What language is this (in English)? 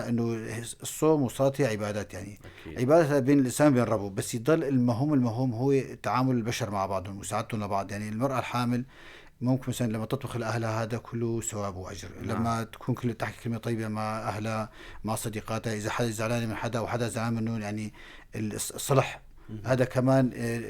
North Levantine Arabic